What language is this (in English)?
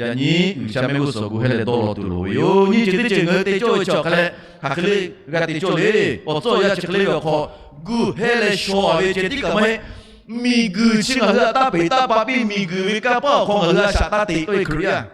Lahu